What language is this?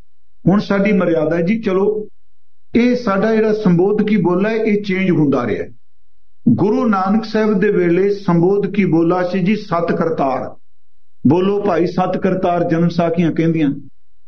Punjabi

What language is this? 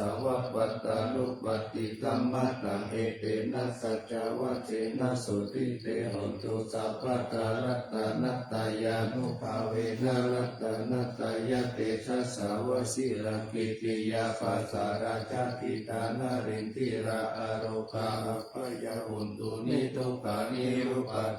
Pali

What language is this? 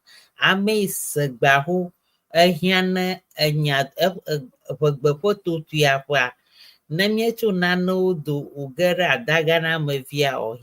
Ewe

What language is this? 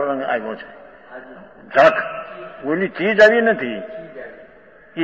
Gujarati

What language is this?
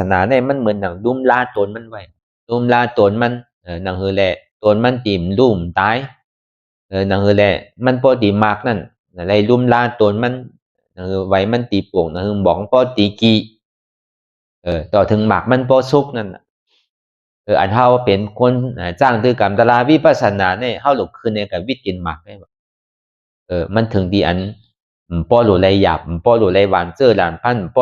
Shan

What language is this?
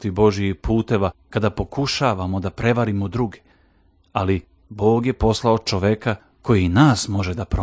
Serbian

